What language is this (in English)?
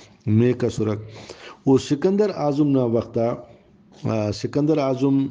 Brahui